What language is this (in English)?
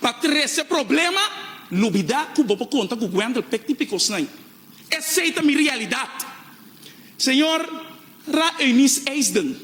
Papiamento